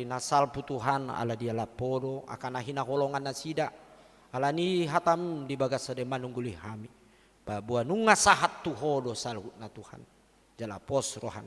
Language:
Batak Toba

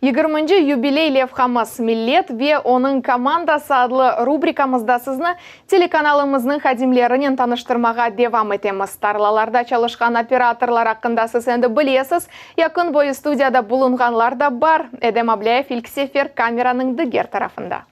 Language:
Crimean Tatar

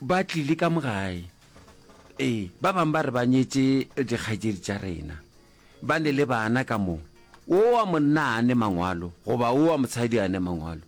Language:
Northern Sotho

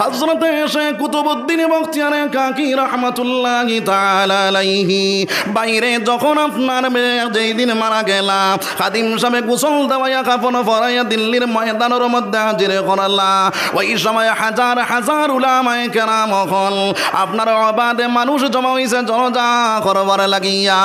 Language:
Sylheti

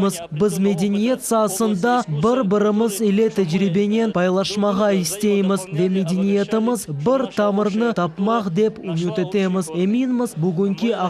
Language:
Crimean Tatar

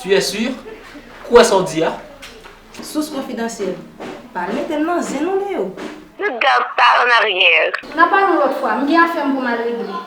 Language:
Haitian Creole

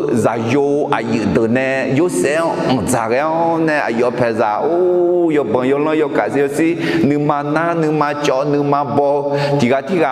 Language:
Akha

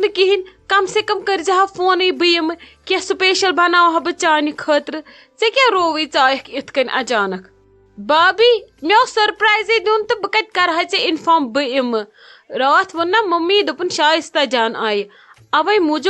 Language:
Kashmiri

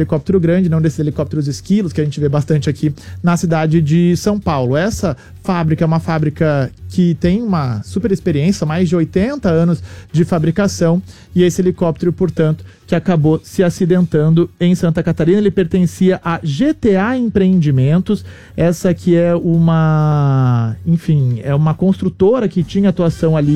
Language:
Portuguese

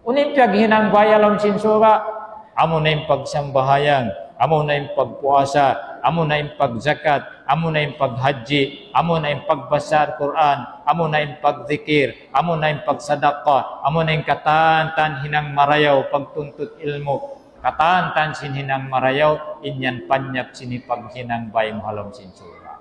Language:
Tausug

